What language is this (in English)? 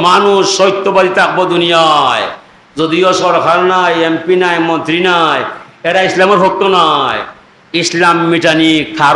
Sylheti